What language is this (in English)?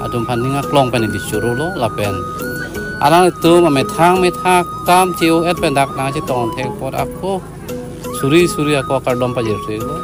Karbi